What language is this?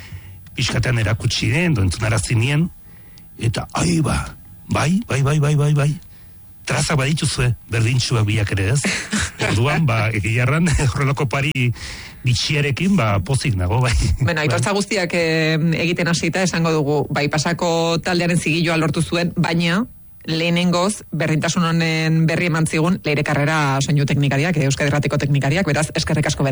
Basque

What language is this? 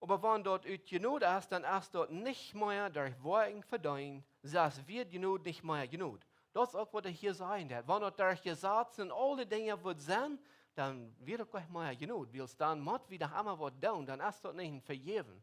Plautdietsch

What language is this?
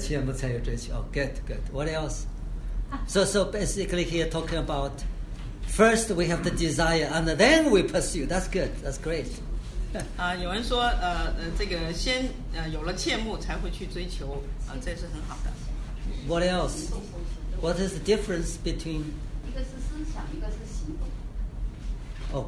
Chinese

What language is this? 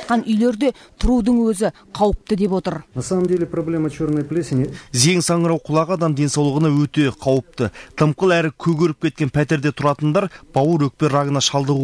Kazakh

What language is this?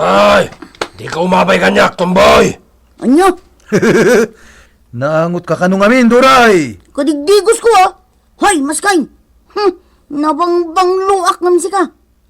Iloko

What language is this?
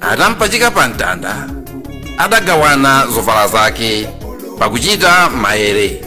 Nyanja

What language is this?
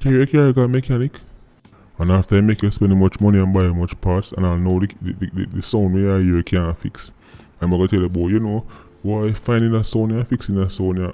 Jamaican Creole English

